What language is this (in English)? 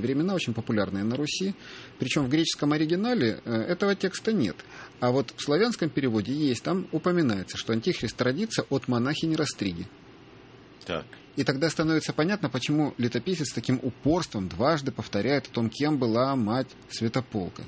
Russian